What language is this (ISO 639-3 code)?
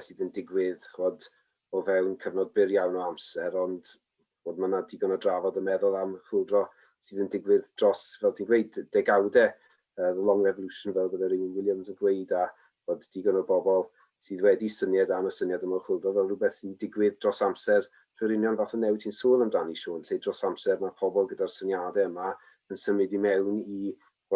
cym